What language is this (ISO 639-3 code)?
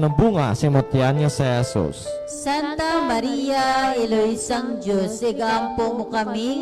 hil